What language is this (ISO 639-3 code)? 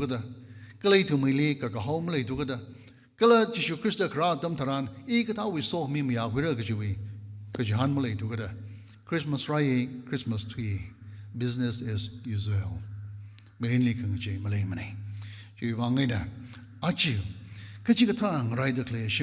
nmf